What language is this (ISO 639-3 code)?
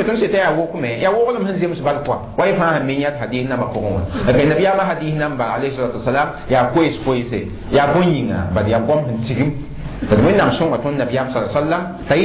mos